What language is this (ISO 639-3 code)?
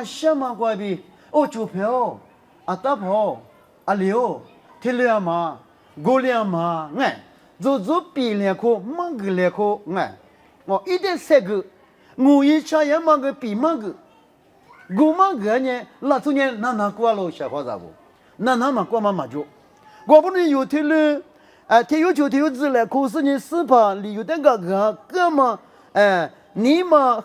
lis